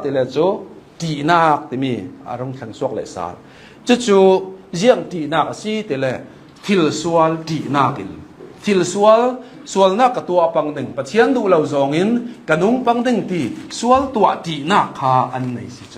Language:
Hakha Chin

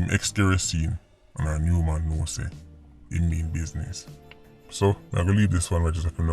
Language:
Jamaican Creole English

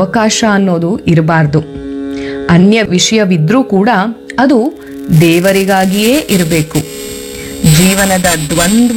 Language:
Kannada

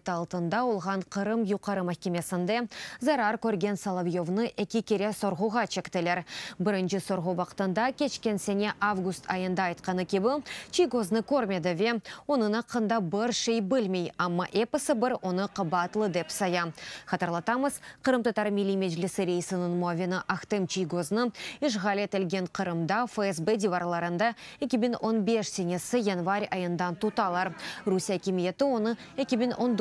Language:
Crimean Tatar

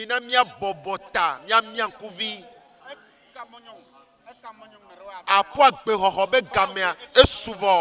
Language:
Ewe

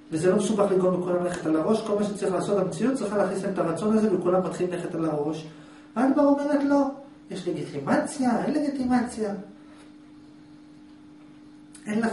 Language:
Hebrew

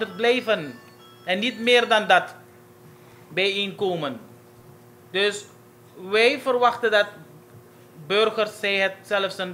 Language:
Dutch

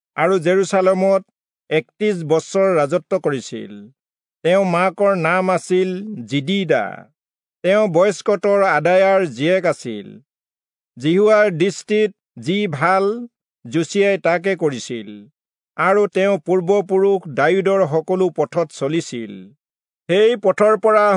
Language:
Assamese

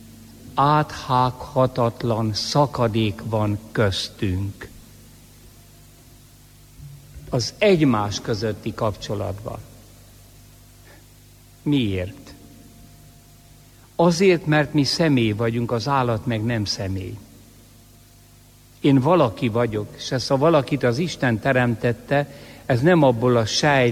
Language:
Hungarian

